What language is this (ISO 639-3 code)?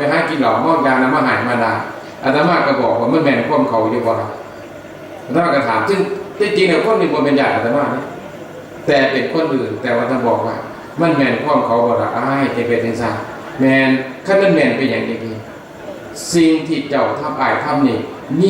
tts